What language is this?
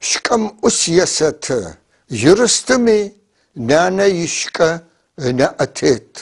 North Levantine Arabic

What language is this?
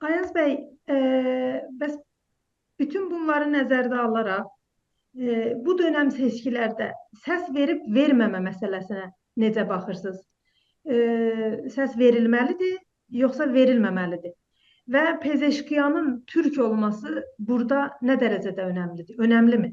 South Azerbaijani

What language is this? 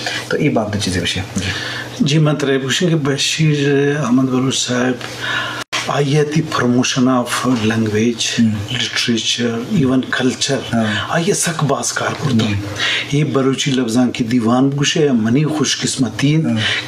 Eastern Balochi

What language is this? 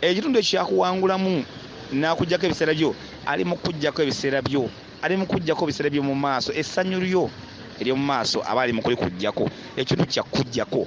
Ganda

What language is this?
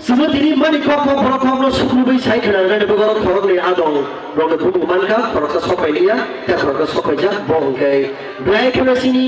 Kok Borok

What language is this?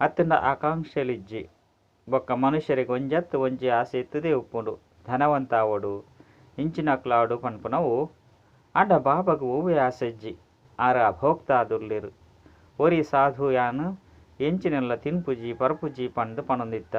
Tulu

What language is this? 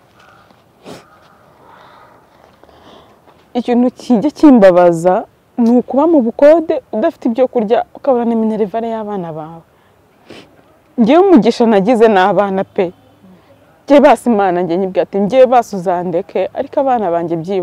Kinyarwanda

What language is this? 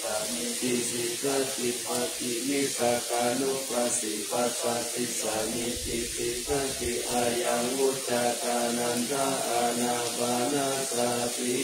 Pali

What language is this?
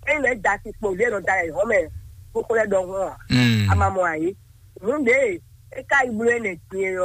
Fon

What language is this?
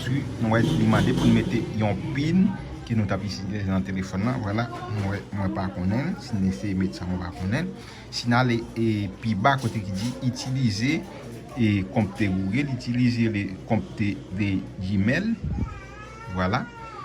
Haitian Creole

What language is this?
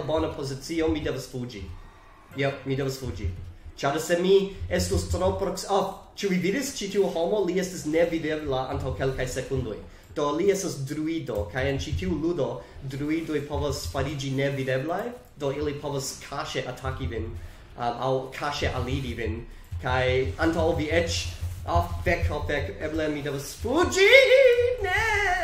Esperanto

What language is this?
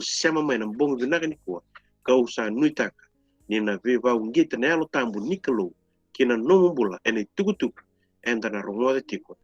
Fijian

